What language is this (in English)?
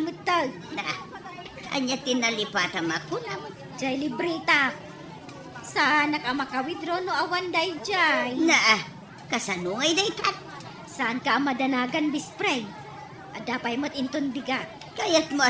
Iloko